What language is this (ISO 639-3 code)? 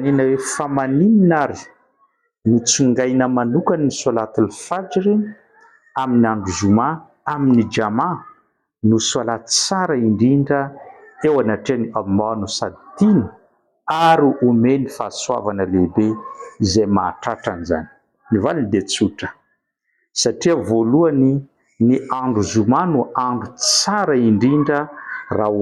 mlg